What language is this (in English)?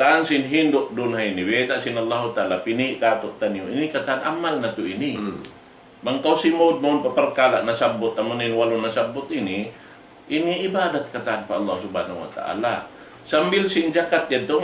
Tausug